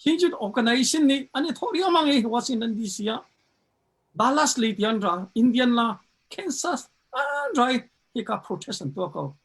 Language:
Hakha Chin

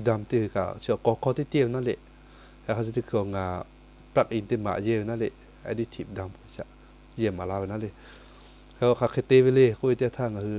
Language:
Lahu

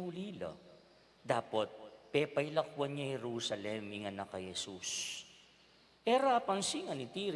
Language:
Pampanga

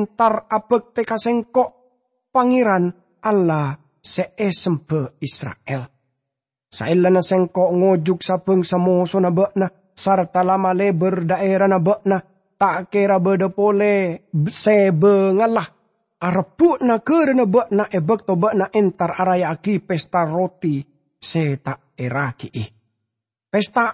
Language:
Madurese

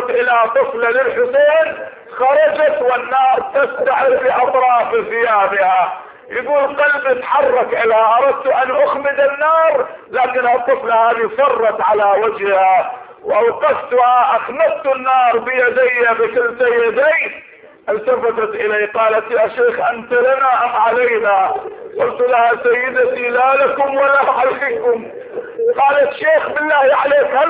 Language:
Arabic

